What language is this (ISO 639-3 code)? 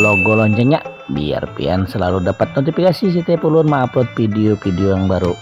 bjn